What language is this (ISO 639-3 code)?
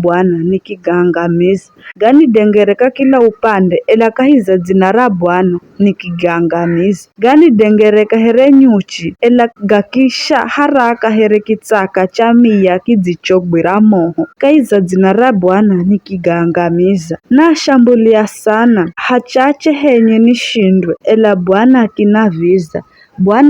nyf